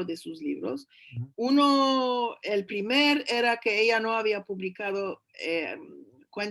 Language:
Ladino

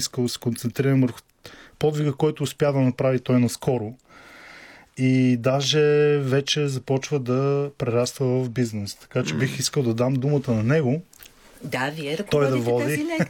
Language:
Bulgarian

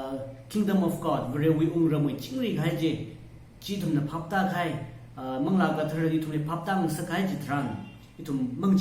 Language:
Tangkhul Naga (India)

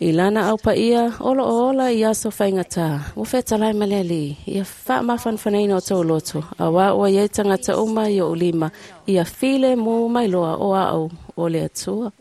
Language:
Samoan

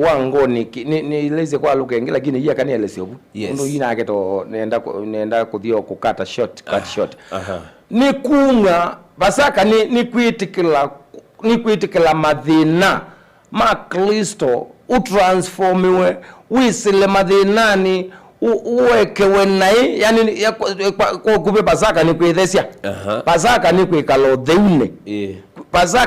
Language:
Kamba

